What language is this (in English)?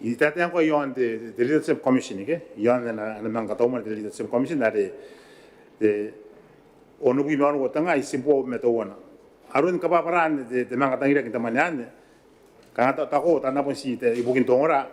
Gilbertese